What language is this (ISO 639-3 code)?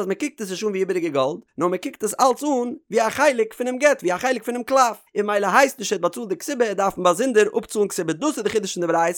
yid